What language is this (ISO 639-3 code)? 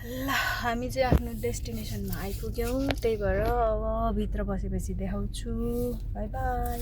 nep